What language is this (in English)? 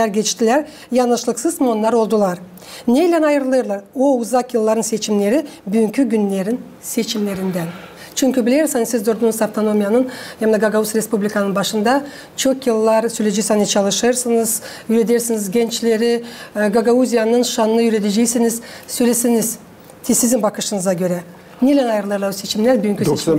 Gagauz